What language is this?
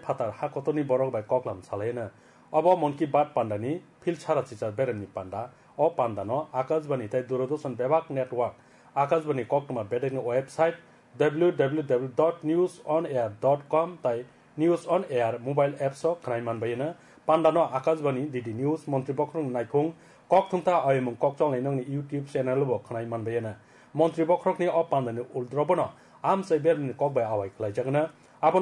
Kok Borok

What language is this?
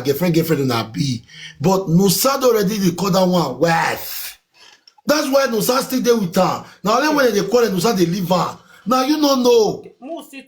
Nigerian Pidgin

